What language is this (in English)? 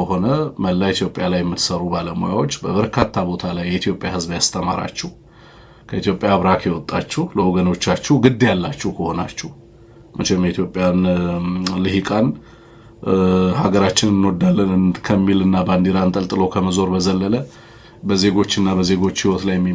Amharic